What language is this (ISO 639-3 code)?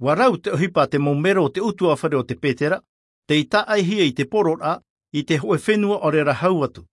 tah